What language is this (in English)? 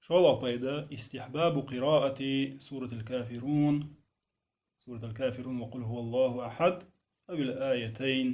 Chechen